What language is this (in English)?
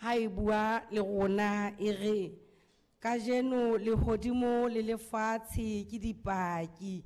Southern Sotho